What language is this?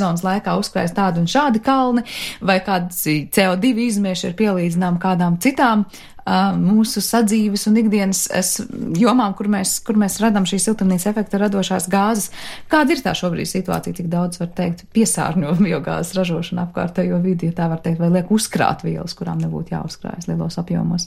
Latvian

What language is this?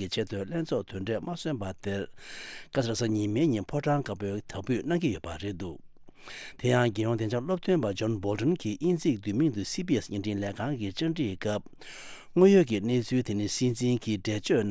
Tibetan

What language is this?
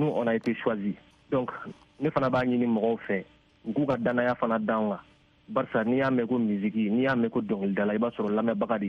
Bambara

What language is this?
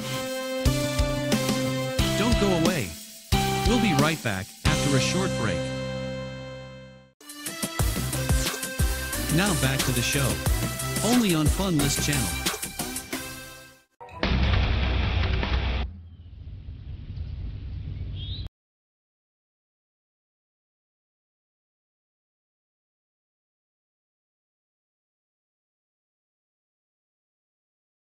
English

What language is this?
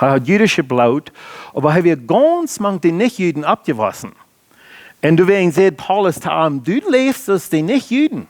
Plautdietsch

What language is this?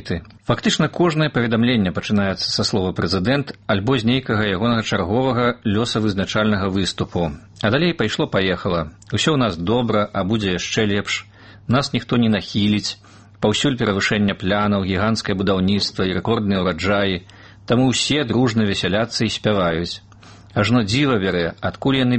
Belarusian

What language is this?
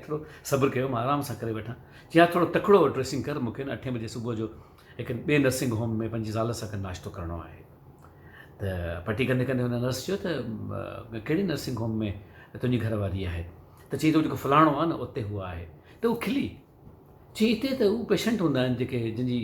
Sindhi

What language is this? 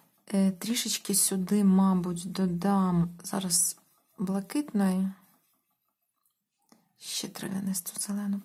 Ukrainian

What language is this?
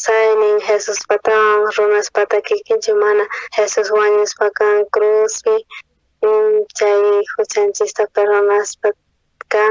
South Bolivian Quechua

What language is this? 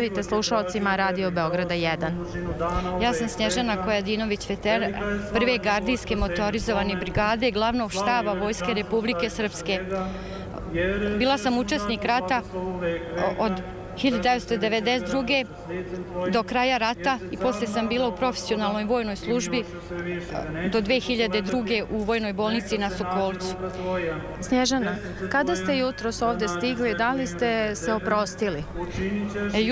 Serbian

